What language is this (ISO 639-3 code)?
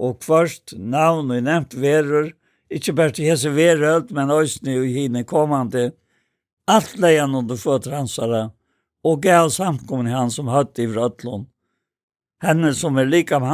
fao